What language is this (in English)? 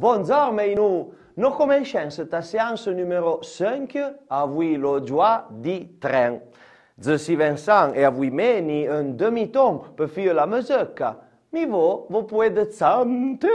Arpitan